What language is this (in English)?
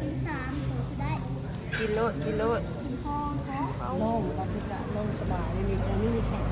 Lao